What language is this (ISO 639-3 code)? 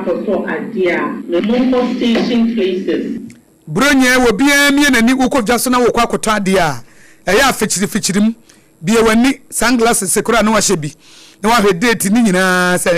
aka